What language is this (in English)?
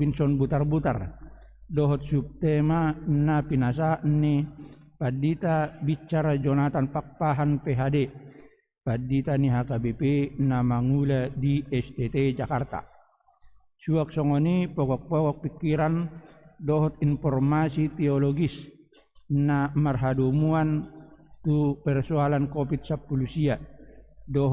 Batak Toba